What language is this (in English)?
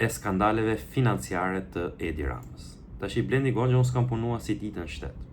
Albanian